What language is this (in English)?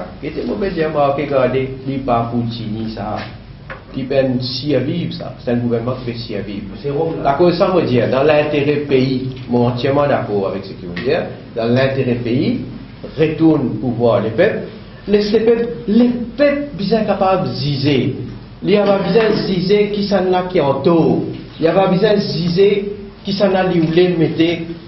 Morisyen